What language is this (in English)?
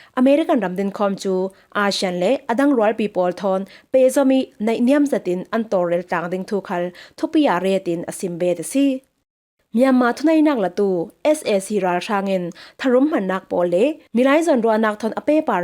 Falam Chin